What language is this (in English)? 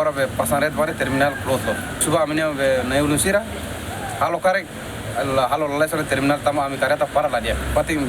Tetum